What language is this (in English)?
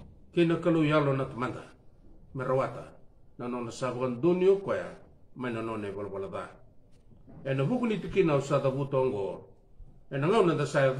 Fijian